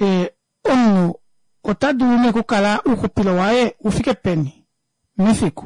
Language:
Kuanyama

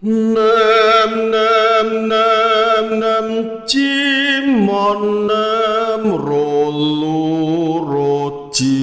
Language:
Javanese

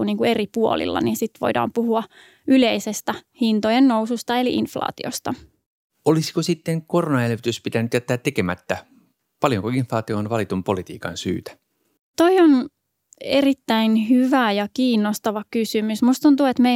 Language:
Finnish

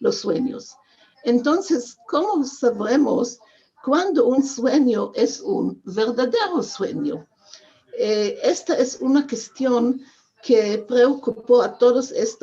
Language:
Ladino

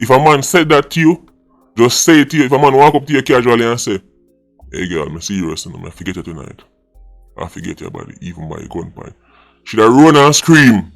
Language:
Jamaican Creole English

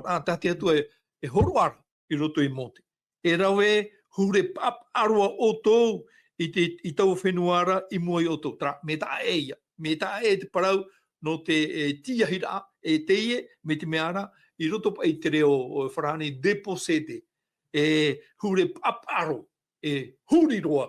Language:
Tahitian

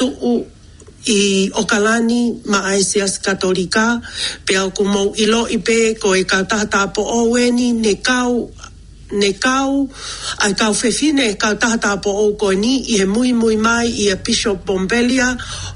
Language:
Tongan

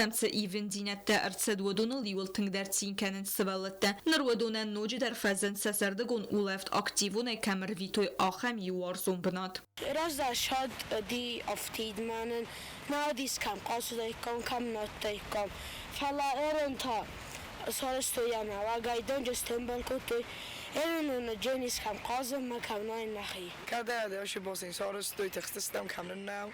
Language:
Ossetic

